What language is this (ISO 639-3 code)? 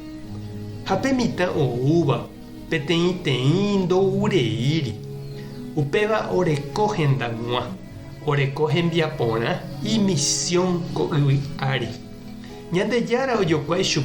grn